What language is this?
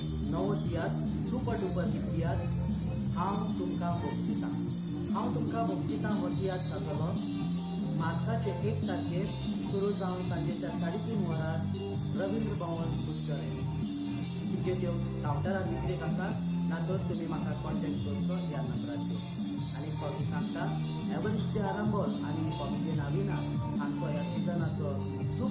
Konkani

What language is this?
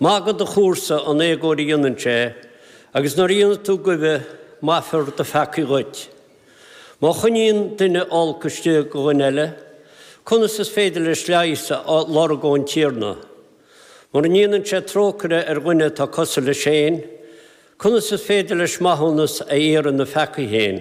Irish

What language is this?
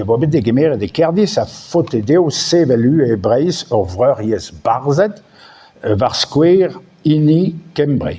Breton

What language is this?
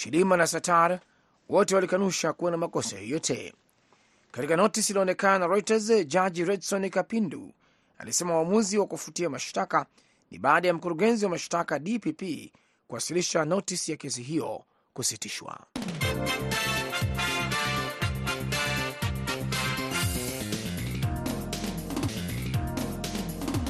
Swahili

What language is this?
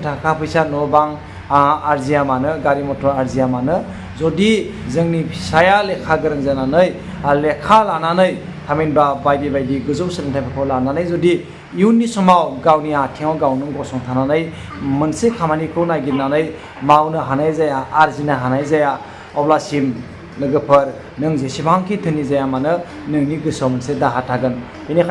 Bodo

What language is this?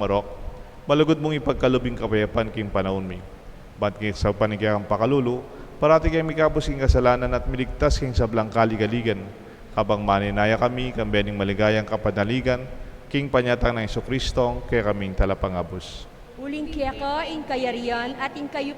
Pampanga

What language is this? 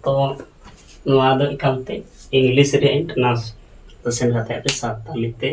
Santali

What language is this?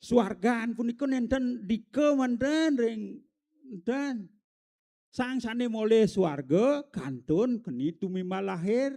Balinese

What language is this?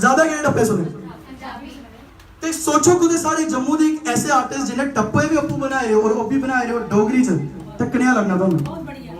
Dogri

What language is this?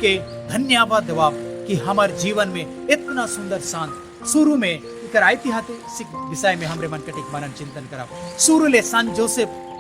Sadri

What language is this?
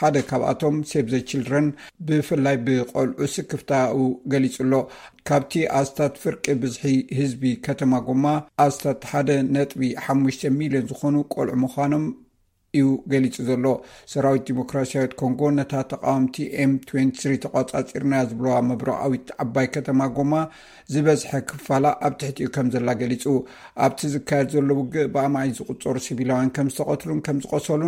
Tigrinya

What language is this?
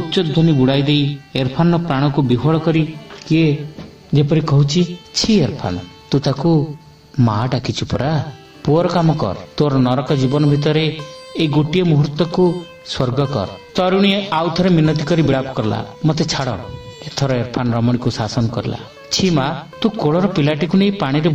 Odia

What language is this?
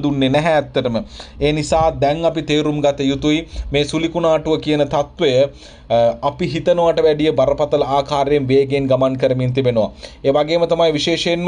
Sinhala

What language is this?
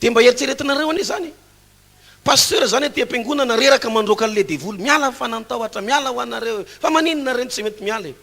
Malagasy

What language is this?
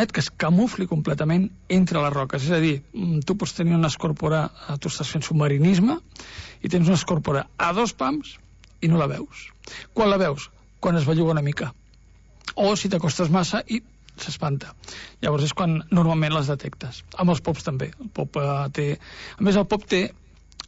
Catalan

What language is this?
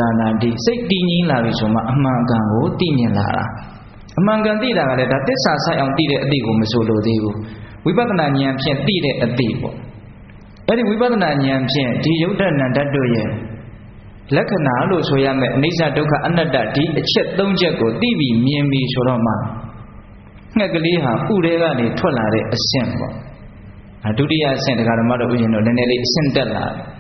Burmese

